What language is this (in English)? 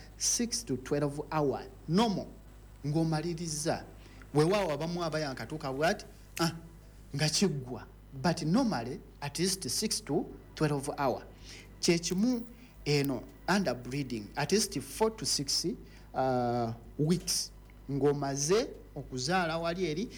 Ganda